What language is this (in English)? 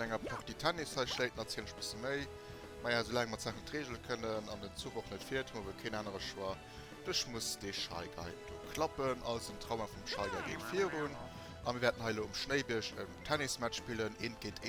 Luxembourgish